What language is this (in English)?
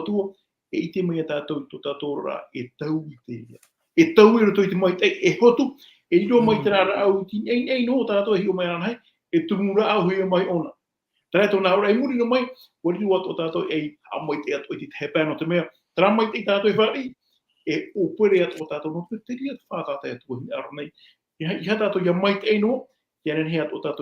Tahitian